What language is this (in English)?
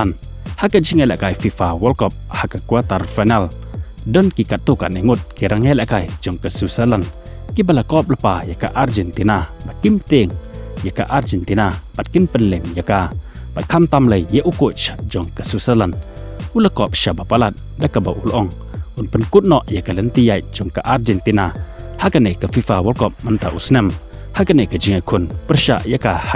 Khasi